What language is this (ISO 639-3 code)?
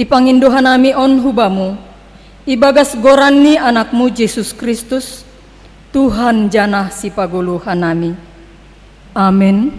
bts